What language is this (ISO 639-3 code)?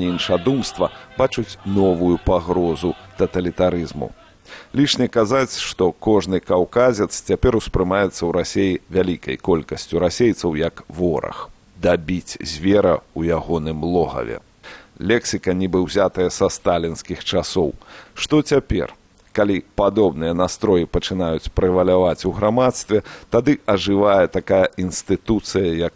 bel